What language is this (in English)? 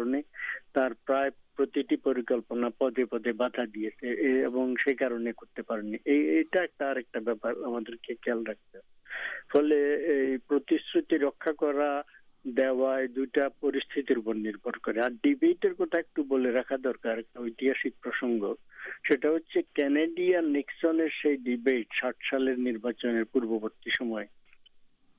Bangla